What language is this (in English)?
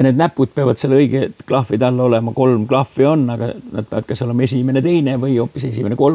Estonian